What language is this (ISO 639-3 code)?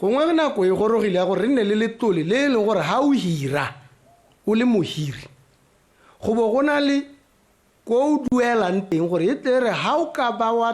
tsn